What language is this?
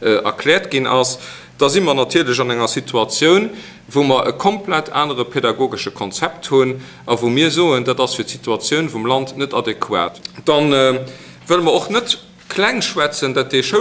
Luxembourgish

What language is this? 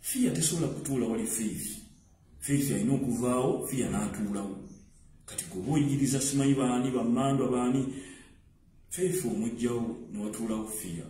Ganda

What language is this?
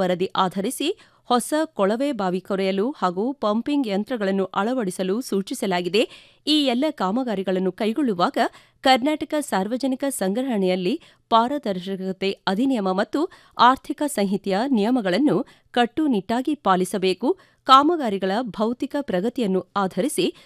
Kannada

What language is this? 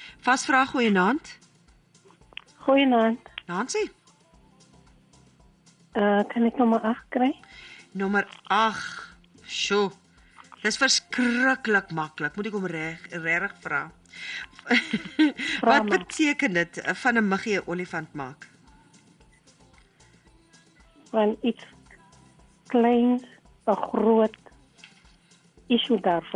Afrikaans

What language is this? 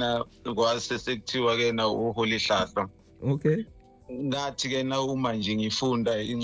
Zulu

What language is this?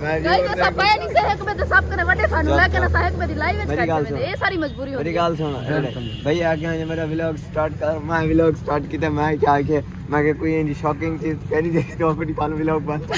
Saraiki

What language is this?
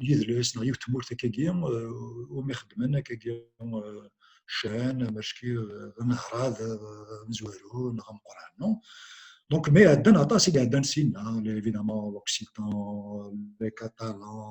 Kabyle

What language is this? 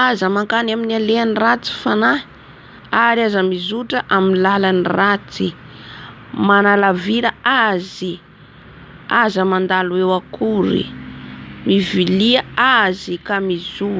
Malagasy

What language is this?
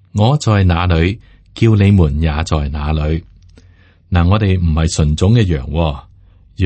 Cantonese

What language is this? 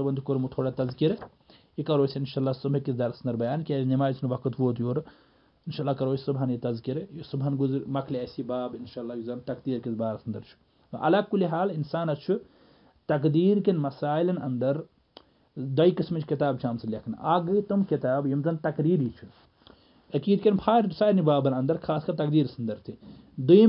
Kashmiri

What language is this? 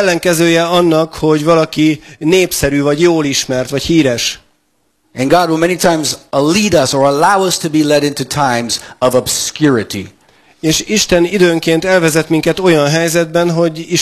Hungarian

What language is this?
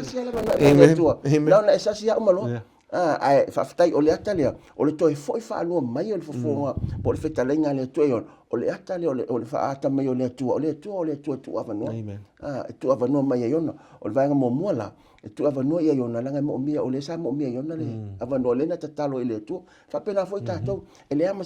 Samoan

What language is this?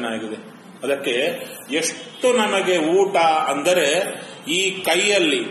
Kannada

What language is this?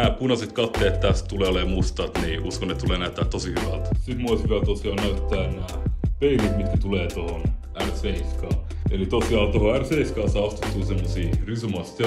Finnish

